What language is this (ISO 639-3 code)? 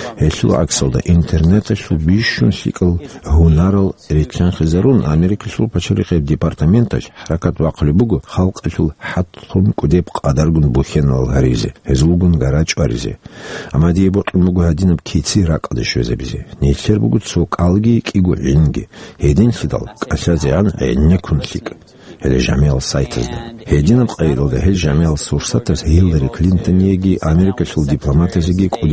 ava